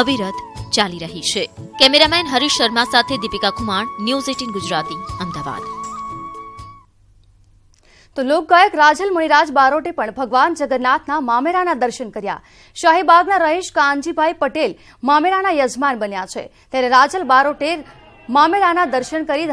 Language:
Gujarati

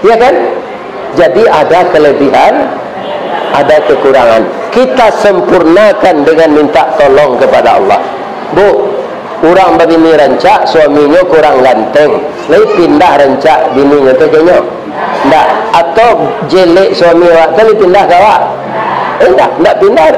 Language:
Minangkabau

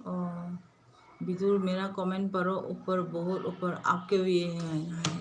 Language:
Manipuri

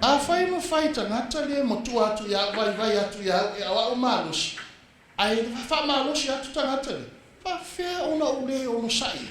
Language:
Samoan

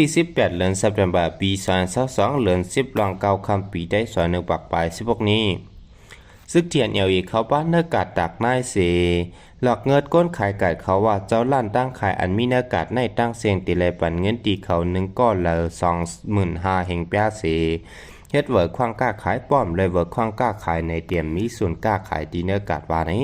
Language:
Shan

